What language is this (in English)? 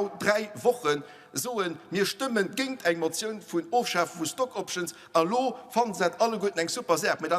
Luxembourgish